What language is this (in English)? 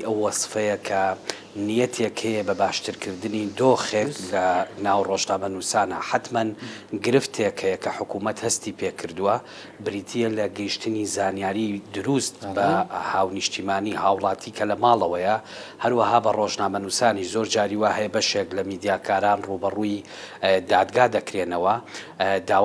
Central Kurdish